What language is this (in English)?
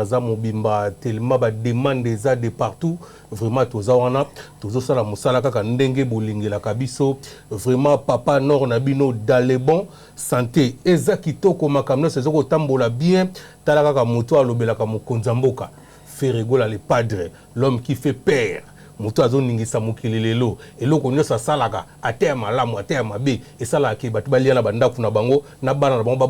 Lingala